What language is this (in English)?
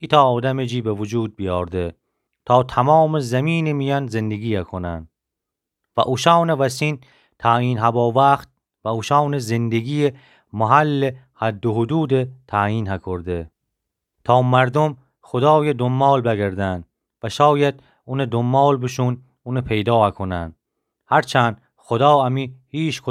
Gilaki